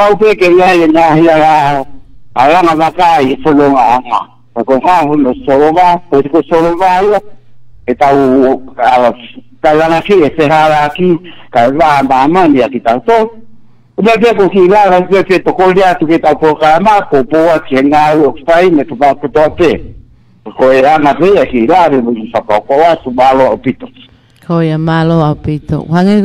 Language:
Tongan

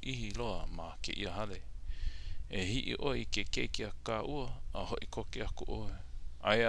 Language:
Hawaiian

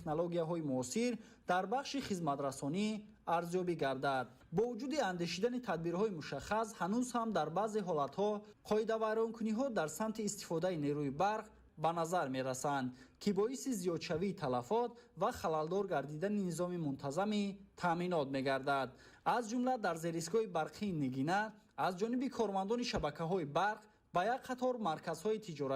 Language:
Tajik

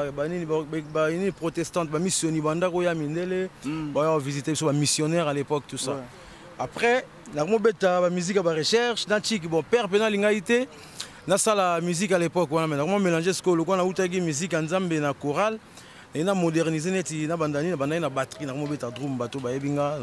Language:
Lingala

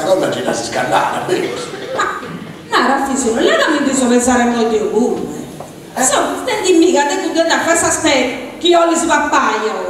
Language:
Sardinian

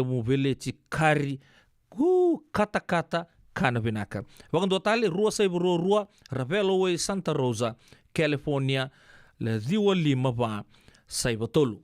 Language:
Fijian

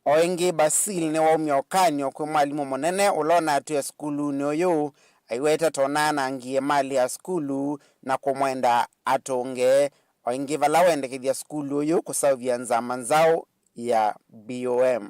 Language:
Kamba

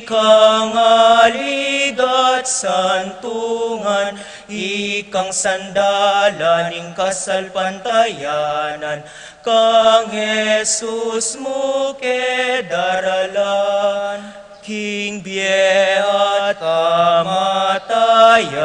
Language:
Pampanga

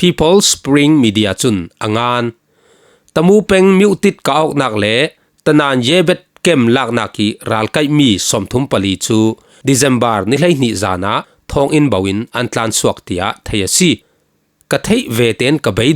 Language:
Falam Chin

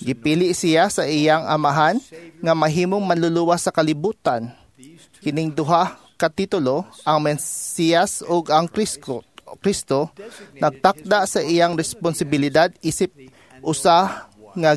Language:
Cebuano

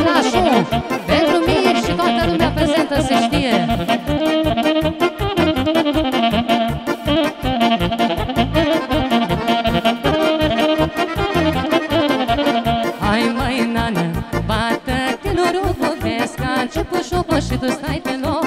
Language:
Romanian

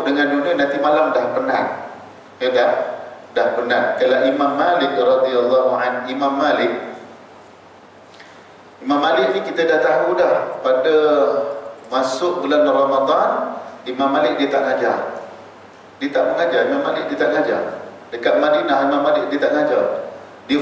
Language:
Malay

